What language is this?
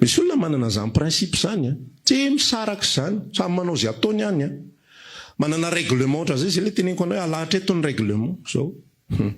Malagasy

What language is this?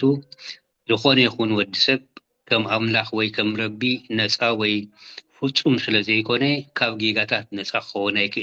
Tigrinya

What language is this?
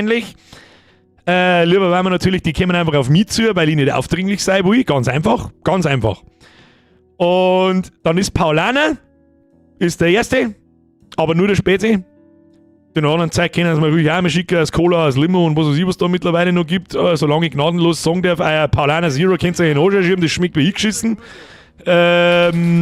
Bavarian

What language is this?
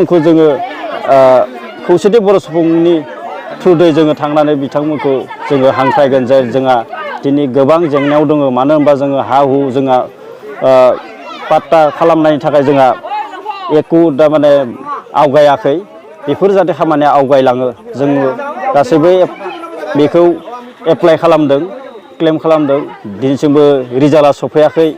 Bodo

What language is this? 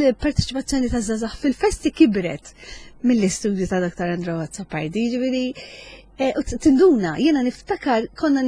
Maltese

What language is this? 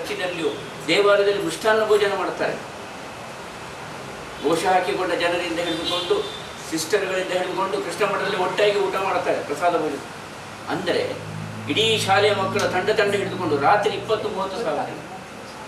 Kannada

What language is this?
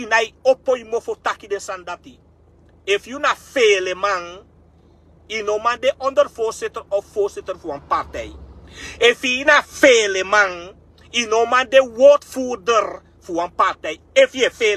Sranan Tongo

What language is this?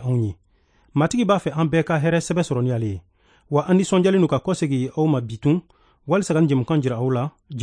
Bambara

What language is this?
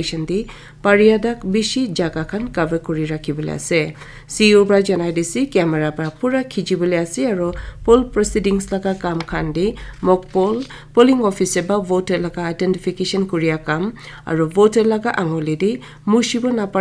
Naga Pidgin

